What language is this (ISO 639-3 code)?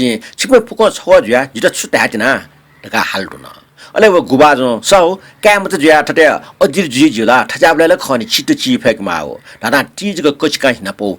new